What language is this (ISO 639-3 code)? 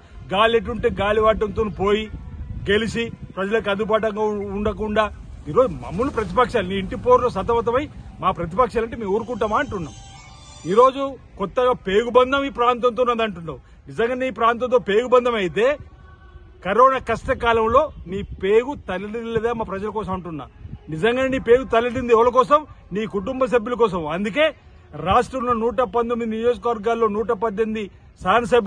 tel